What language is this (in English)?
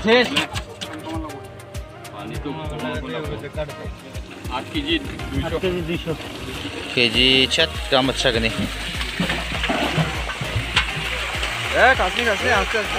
Garo